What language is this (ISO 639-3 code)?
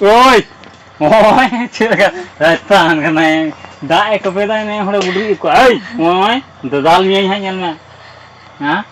sat